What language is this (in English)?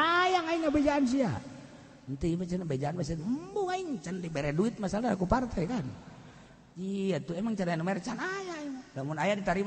Sundanese